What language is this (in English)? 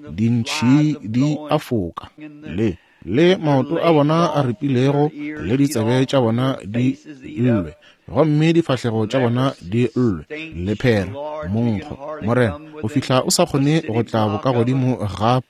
Northern Sotho